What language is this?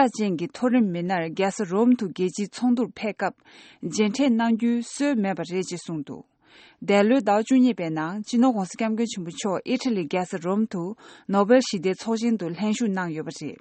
Tibetan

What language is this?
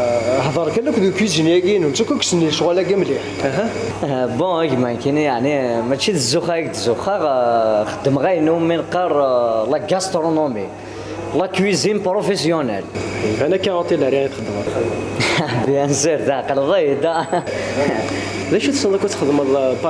Kabyle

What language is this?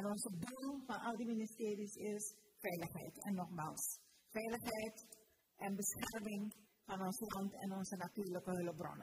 Dutch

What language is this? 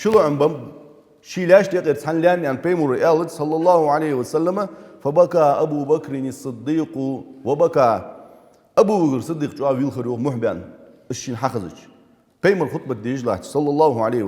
Ingush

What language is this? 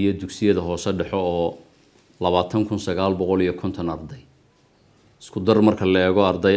Somali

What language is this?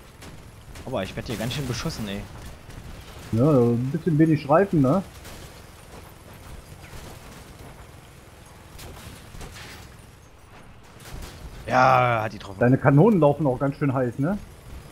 German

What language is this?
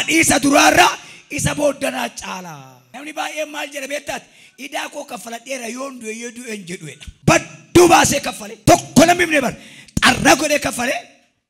Oromo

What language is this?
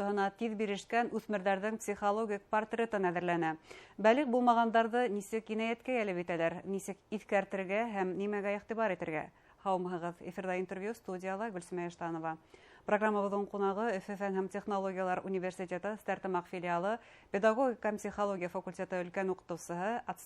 Bashkir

